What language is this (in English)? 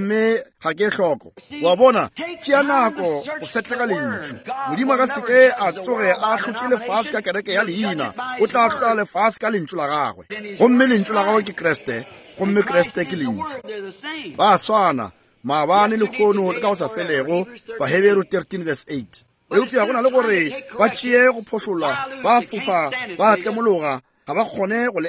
Northern Sotho